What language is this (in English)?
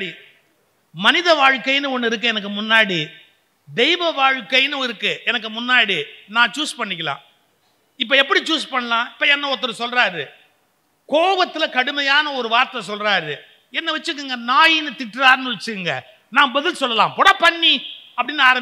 Tamil